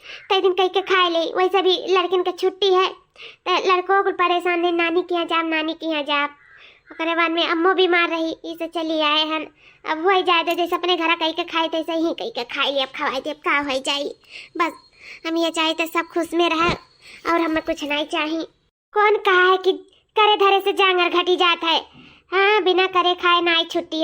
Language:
Awadhi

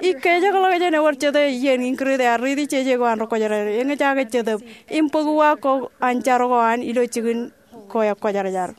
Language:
Marshallese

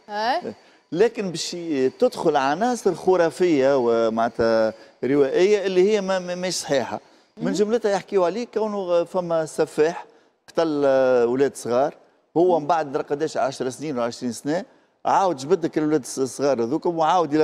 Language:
Tunisian Arabic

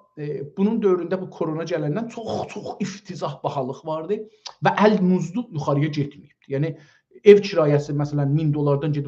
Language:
South Azerbaijani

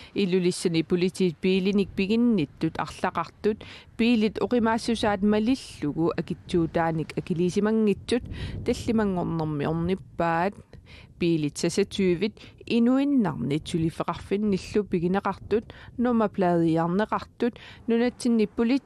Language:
Kalaallisut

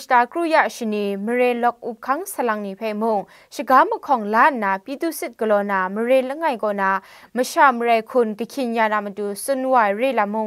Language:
Kachin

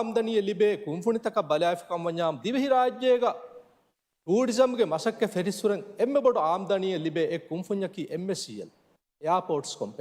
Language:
Divehi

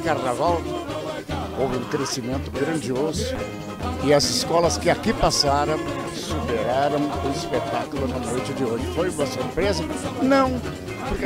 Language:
Portuguese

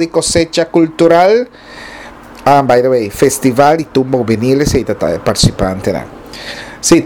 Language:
Papiamento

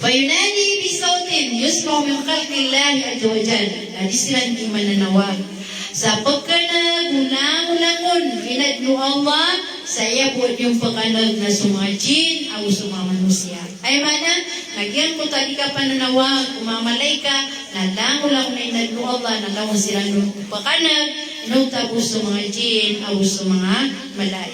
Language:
Maranao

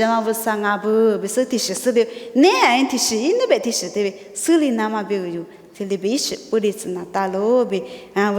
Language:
Lisu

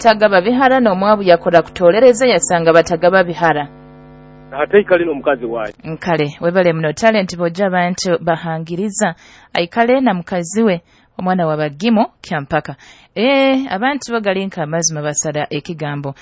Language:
Nyoro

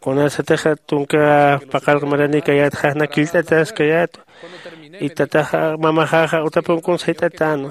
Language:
Aymara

